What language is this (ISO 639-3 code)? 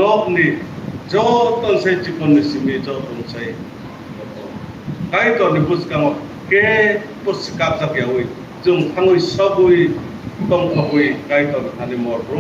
trp